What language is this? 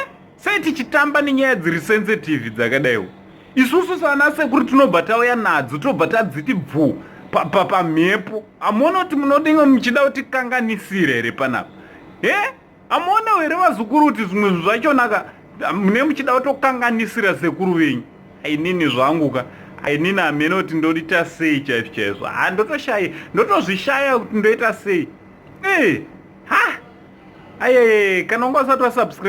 Shona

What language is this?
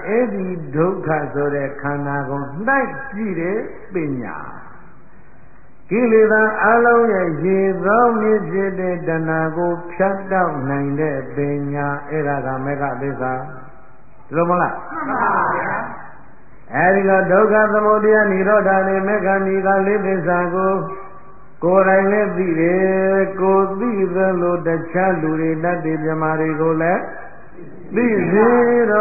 Burmese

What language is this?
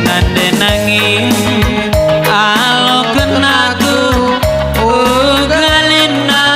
Batak Karo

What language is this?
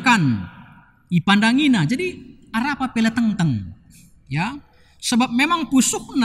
Batak Karo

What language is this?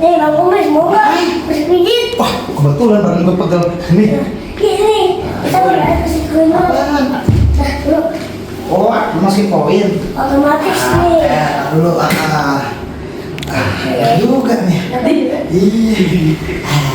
Betawi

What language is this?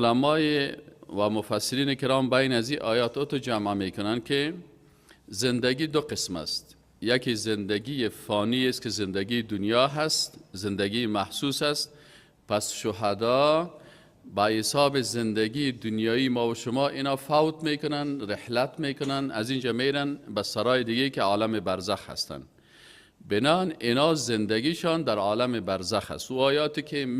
Persian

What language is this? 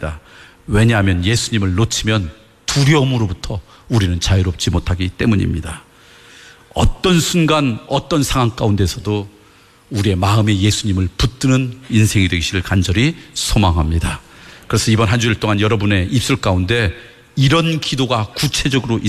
Korean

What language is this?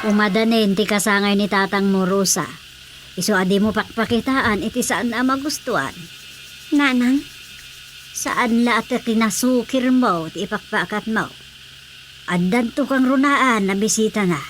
Iloko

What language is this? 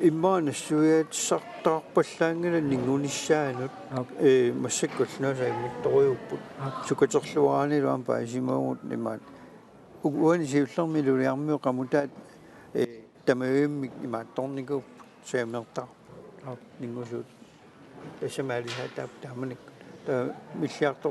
Kalaallisut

